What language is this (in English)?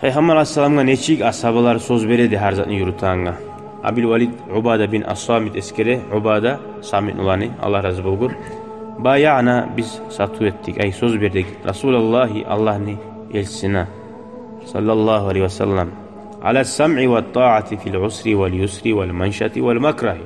Kumyk